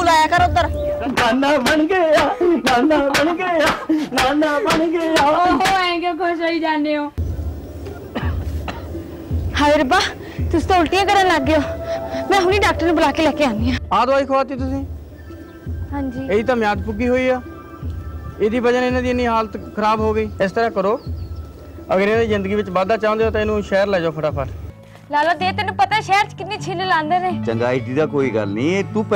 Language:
Punjabi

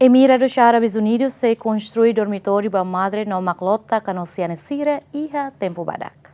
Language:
Tetum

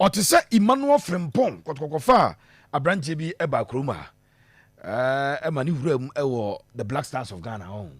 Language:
Akan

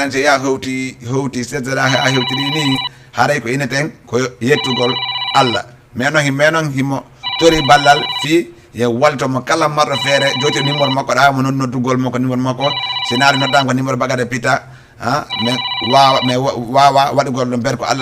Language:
Fula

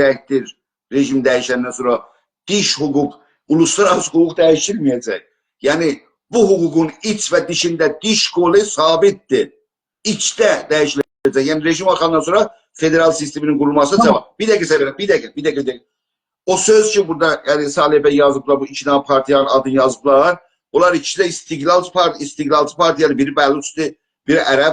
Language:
South Azerbaijani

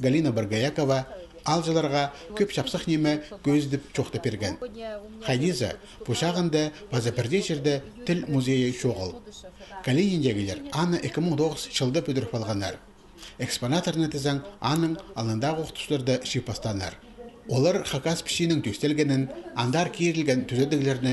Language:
Khakas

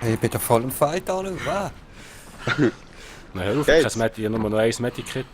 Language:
Swiss German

